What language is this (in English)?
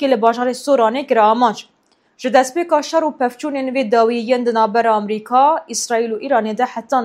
Kurdish